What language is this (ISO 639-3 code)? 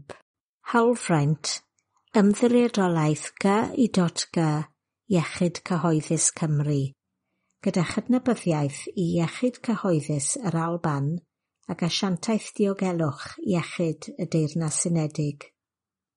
cym